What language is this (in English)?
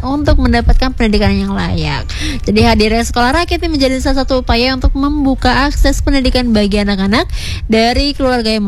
Indonesian